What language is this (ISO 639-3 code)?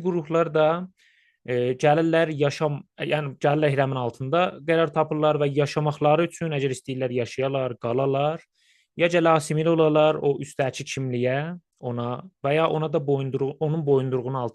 azb